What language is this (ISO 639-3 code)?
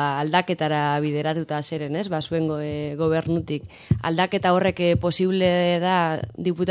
eus